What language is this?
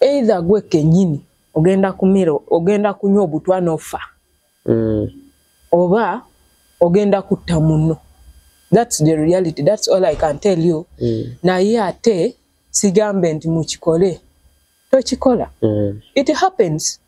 Ganda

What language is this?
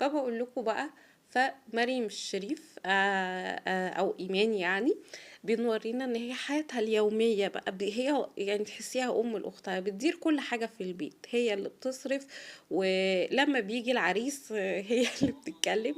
Egyptian Arabic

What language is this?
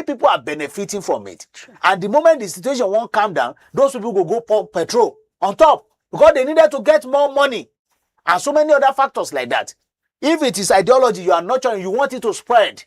Nigerian Pidgin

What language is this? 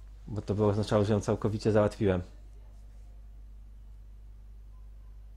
Polish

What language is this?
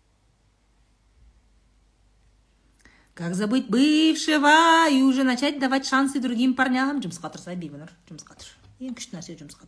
Kazakh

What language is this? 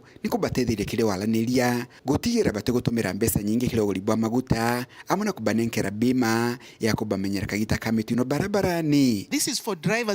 Meru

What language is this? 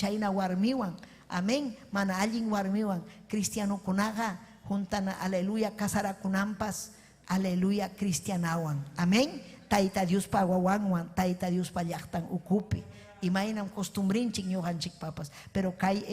Ayacucho Quechua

